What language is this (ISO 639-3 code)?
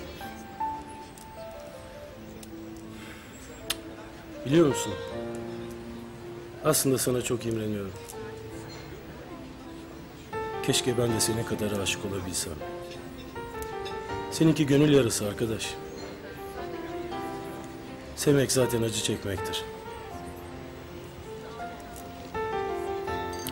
tur